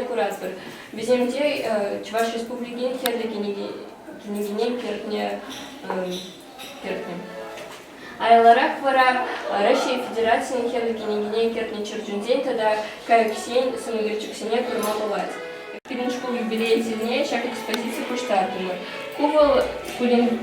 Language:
Chuvash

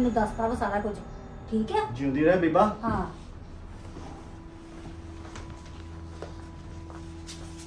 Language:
Punjabi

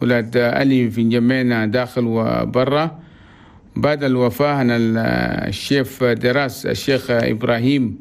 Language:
Chadian Arabic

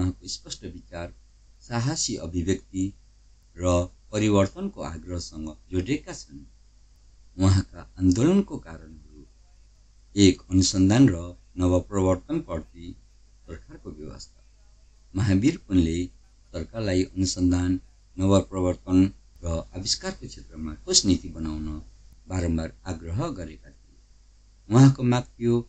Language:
Nepali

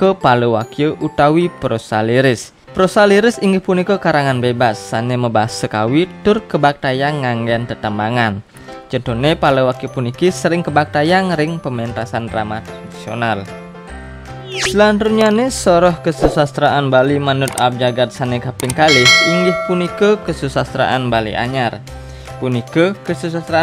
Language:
Balinese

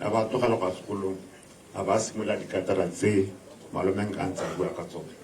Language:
Tswana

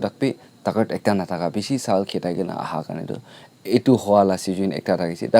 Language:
Naga Pidgin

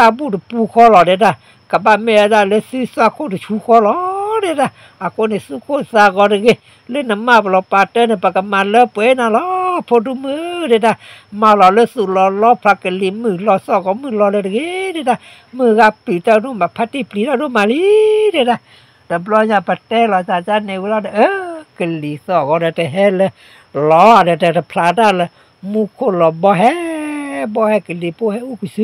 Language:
S'gaw Karen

